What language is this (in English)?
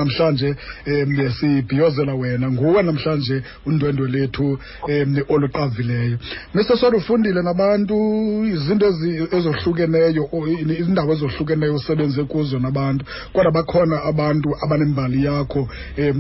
Xhosa